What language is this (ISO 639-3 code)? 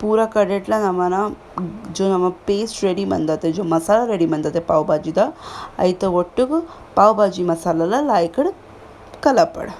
tcy